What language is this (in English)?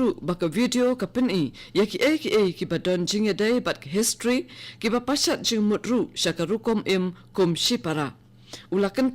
Khasi